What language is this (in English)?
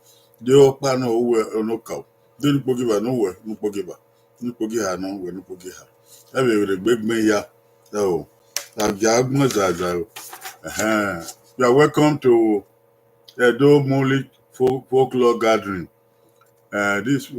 Bini